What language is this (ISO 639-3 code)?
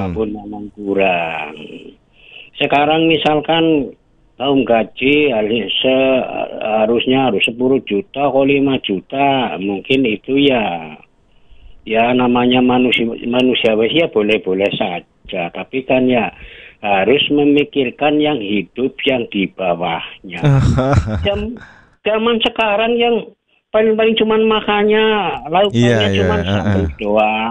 ind